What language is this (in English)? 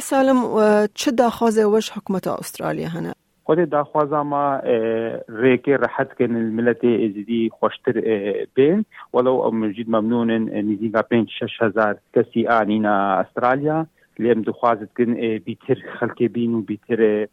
Kurdish